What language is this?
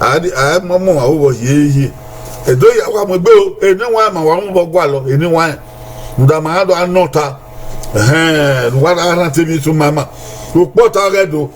Bini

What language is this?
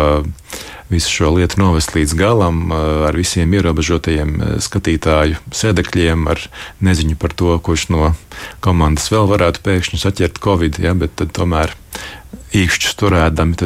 Latvian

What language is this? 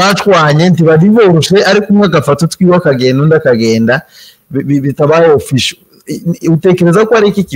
Kinyarwanda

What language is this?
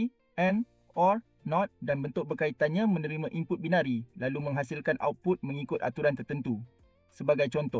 Malay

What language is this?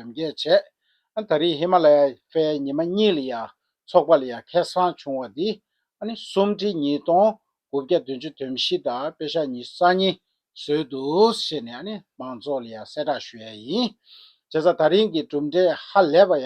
Tibetan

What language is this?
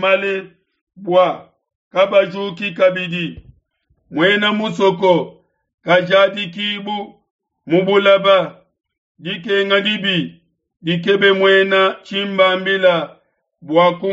Luba-Lulua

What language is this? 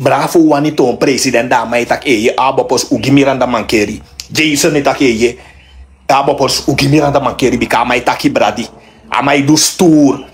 Sranan Tongo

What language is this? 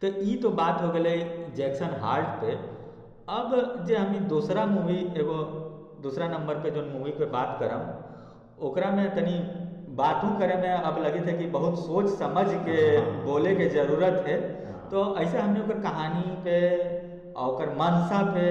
Magahi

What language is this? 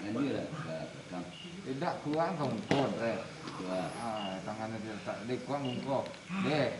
Minangkabau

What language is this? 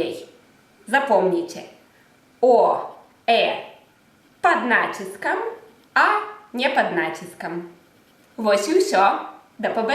Belarusian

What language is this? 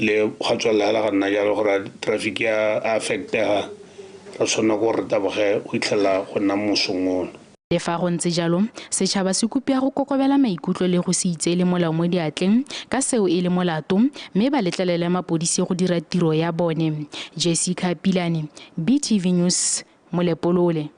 Tswana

